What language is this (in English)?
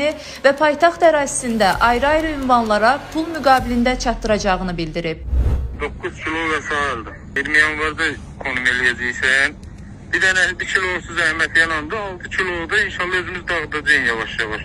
Azerbaijani